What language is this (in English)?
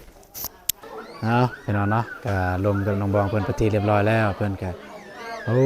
Lao